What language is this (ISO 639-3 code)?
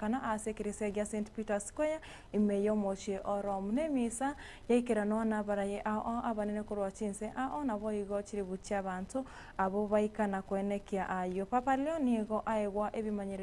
guz